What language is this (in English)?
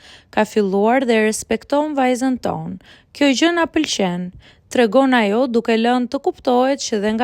Albanian